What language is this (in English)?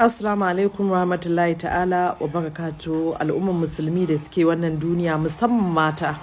Hausa